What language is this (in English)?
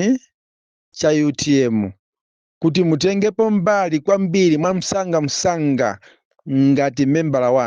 Nyanja